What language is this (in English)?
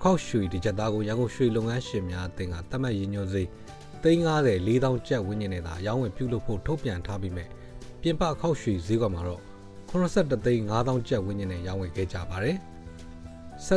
Burmese